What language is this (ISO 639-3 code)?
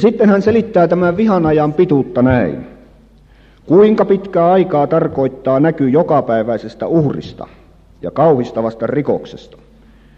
fin